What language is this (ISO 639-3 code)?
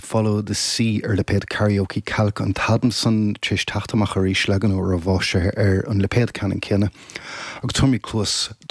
gle